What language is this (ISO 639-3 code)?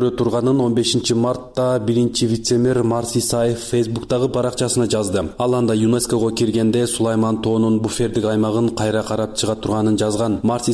kir